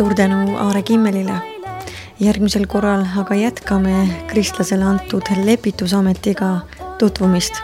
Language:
Estonian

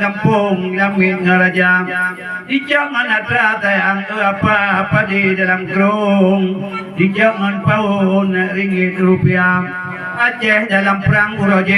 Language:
Achinese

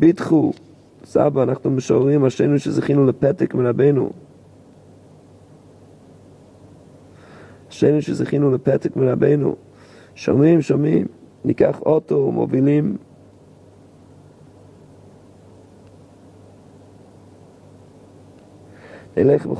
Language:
Hebrew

